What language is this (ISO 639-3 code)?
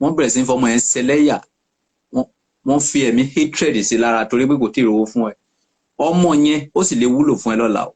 yor